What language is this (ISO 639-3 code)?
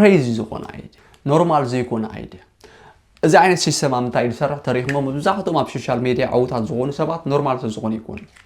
tir